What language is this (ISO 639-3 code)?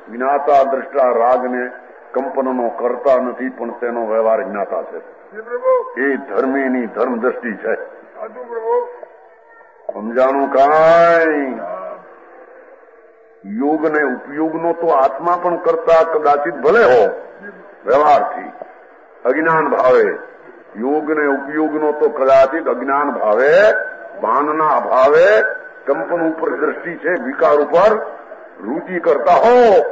guj